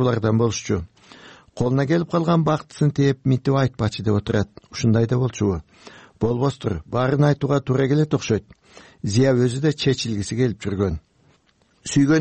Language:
Kyrgyz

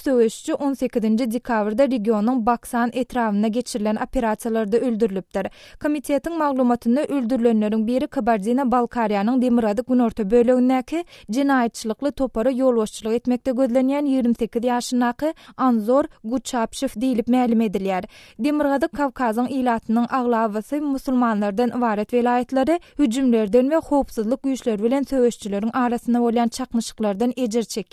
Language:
Turkmen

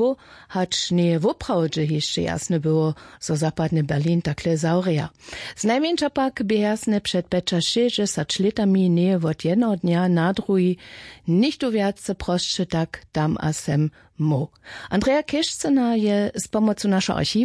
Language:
Upper Sorbian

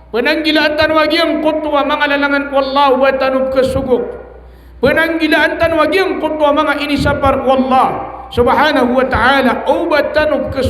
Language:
Maranao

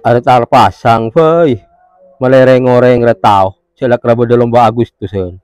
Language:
Madurese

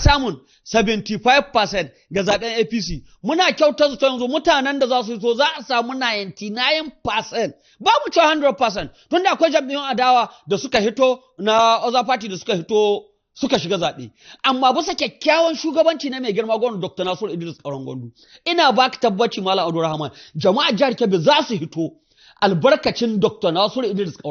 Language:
Hausa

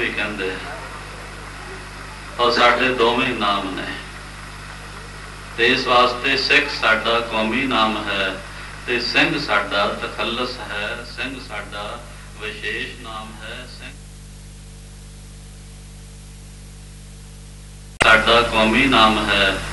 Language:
Punjabi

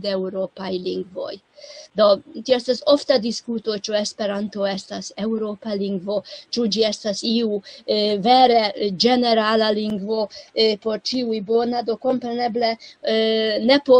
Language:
Esperanto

